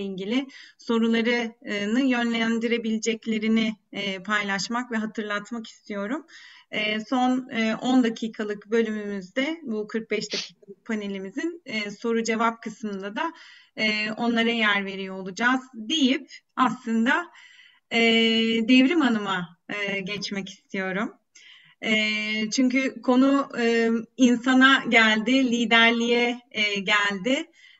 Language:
Turkish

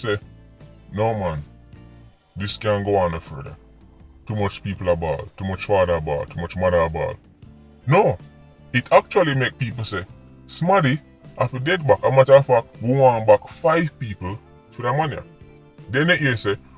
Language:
Jamaican Creole English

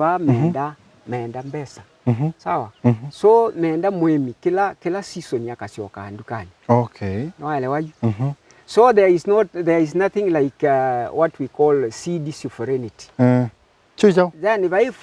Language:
Kamba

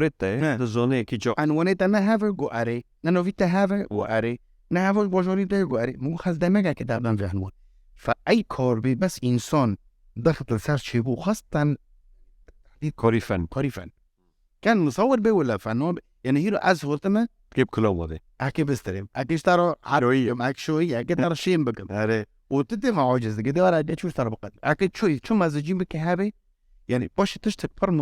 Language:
Kurdish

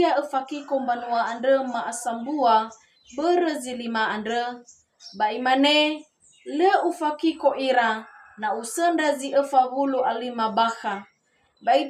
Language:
Nias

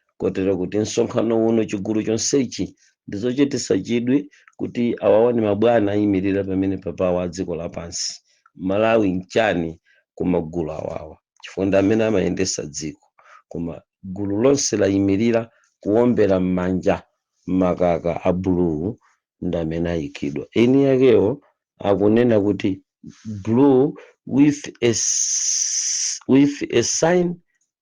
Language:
Nyanja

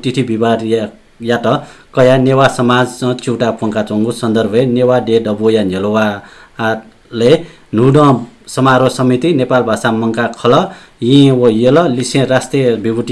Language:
Newari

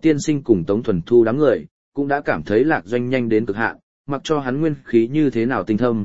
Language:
Vietnamese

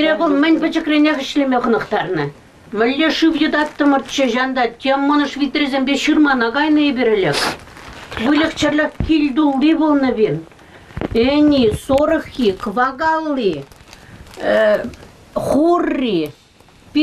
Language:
Chuvash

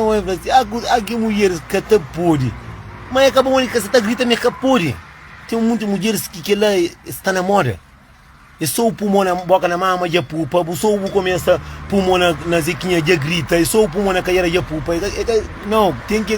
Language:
Kabuverdianu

